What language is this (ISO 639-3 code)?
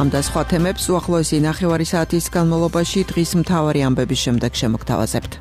kat